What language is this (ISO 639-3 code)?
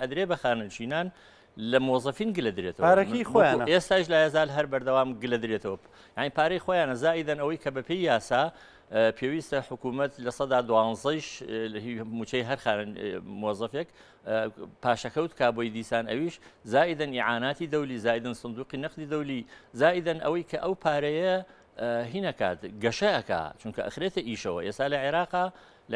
ckb